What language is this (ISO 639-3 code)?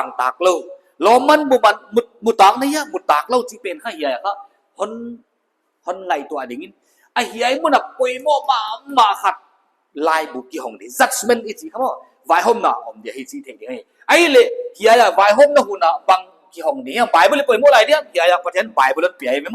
pck